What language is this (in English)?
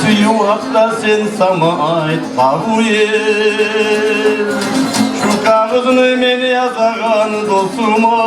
Kumyk